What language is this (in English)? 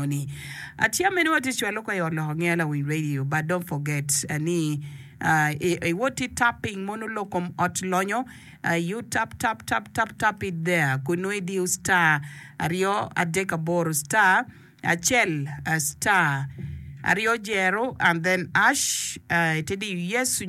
Acoli